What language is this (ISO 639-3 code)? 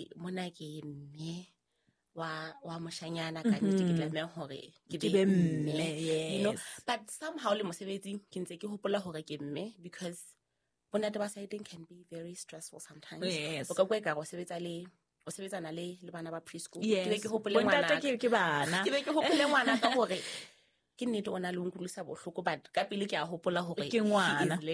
sot